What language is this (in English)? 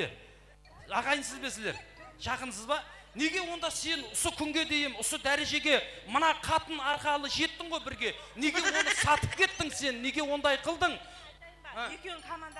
Kara-Kalpak